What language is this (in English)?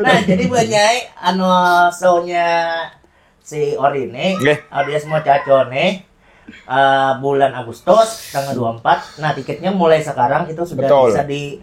Banjar